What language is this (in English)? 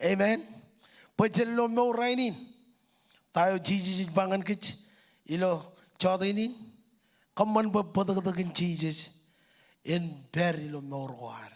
Marshallese